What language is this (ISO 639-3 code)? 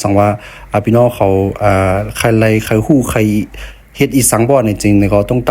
shn